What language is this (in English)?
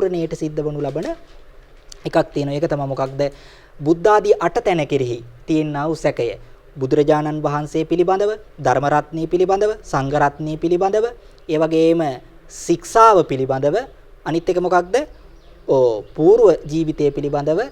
Sinhala